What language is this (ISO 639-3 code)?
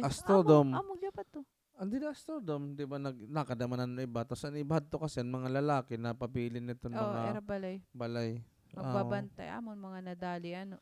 war